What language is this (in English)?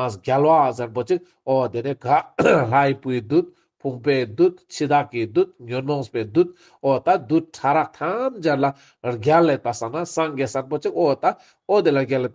Ladakhi